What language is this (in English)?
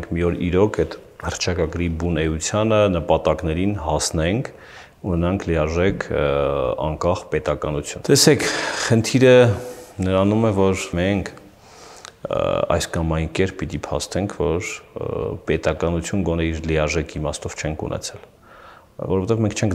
Armenian